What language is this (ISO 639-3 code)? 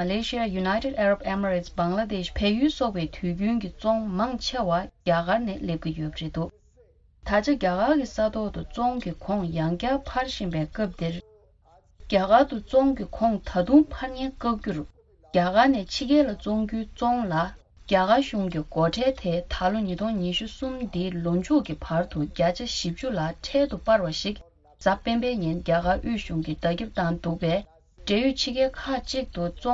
bod